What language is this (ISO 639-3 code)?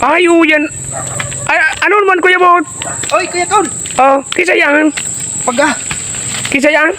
bik